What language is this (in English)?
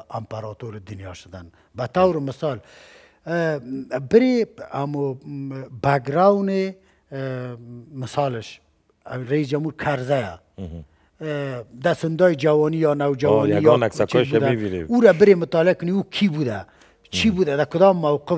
Persian